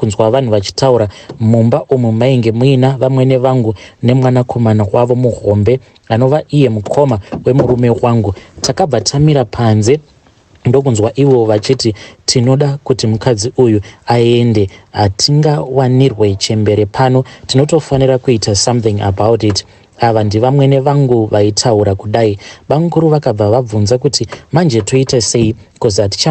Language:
Shona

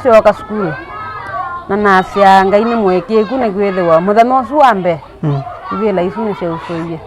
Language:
Kamba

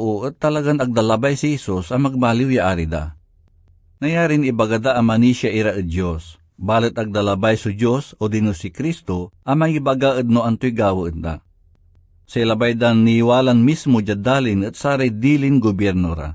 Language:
Pangasinan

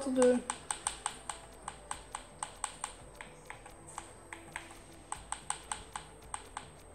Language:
Dutch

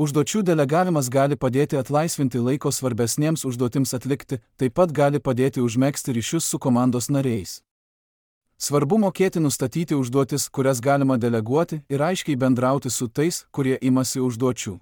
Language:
Lithuanian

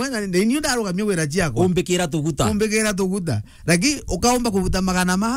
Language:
Meru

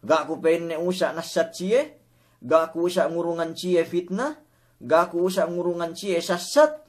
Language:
Yakan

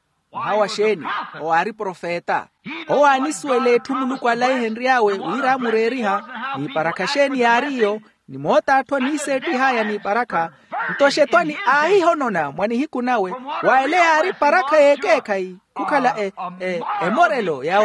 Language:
Makhuwa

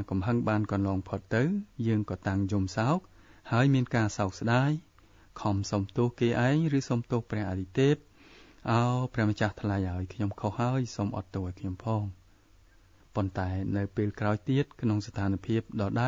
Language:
Khmer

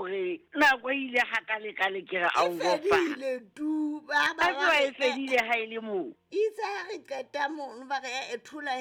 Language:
Southern Sotho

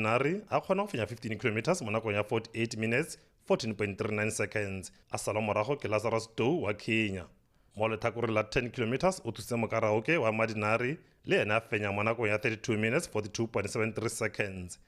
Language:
Tswana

